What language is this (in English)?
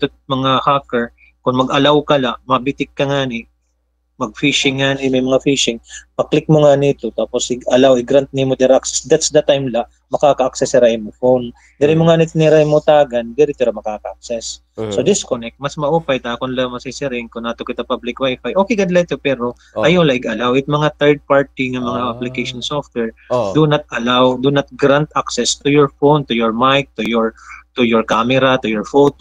Waray